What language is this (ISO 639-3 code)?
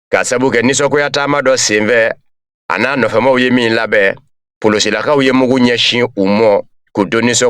bam